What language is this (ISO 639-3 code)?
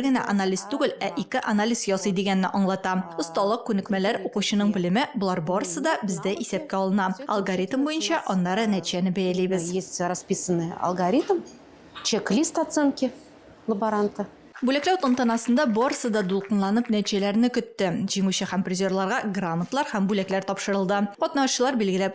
tat